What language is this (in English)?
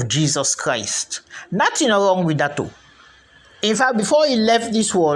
Krio